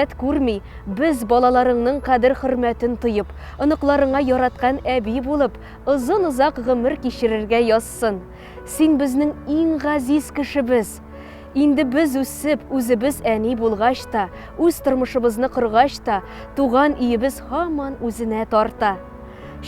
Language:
Tatar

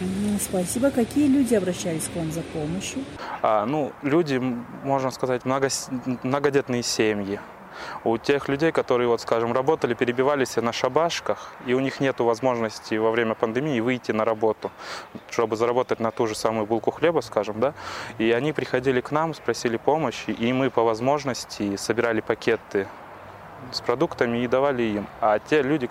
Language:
Russian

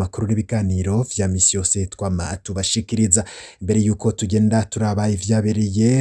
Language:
Rundi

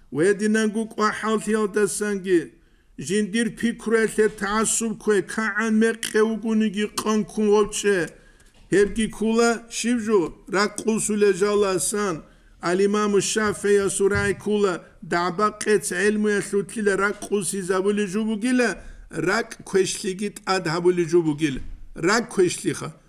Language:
Avaric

